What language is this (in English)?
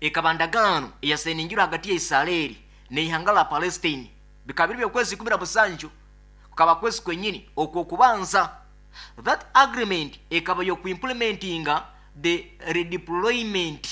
Nyoro